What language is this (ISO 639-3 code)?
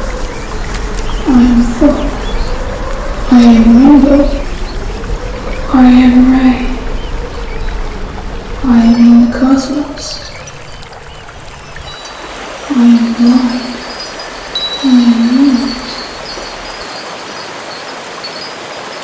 eng